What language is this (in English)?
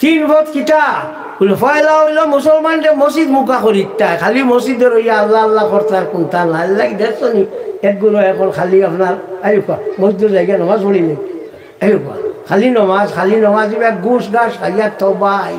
Sylheti